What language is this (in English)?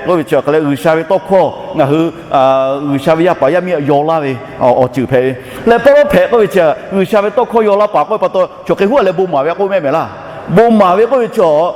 Lahu